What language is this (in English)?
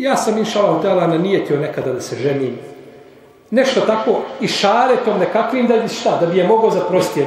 Bosnian